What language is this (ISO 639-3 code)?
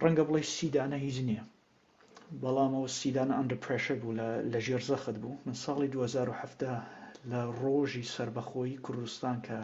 ckb